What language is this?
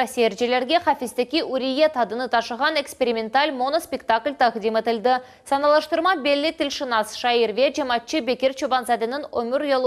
Crimean Tatar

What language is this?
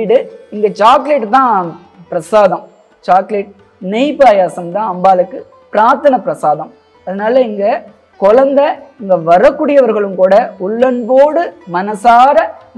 Tamil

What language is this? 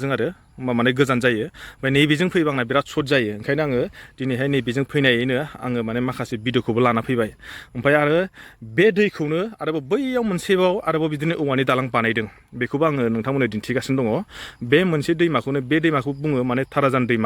Bodo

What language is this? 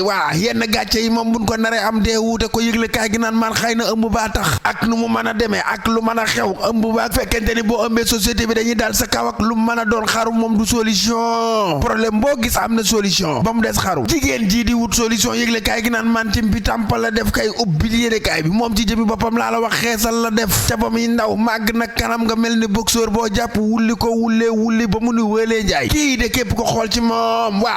Wolof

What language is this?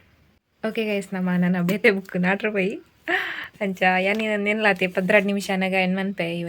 Tulu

